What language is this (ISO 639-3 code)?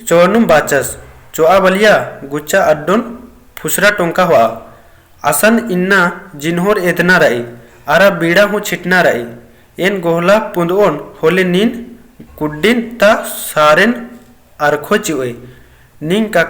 kru